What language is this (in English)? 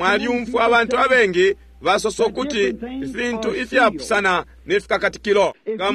Bemba